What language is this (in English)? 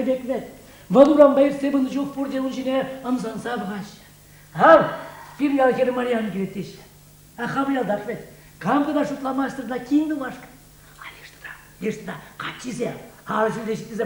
Chuvash